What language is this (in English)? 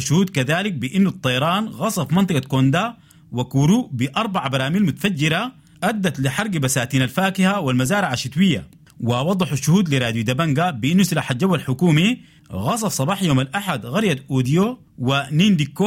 Sudanese Arabic